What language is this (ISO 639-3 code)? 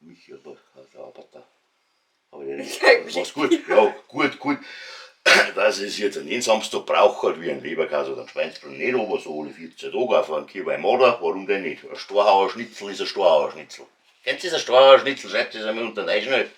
bar